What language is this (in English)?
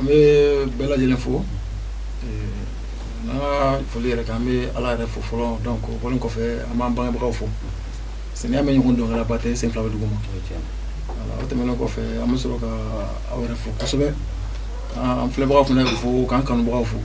Bambara